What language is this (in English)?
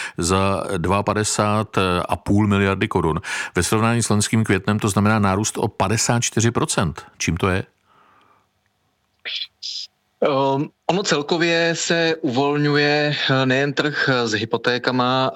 Czech